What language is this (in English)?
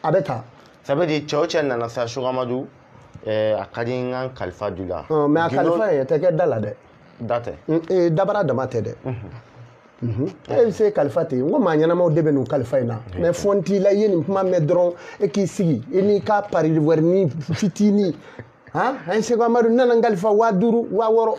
Bambara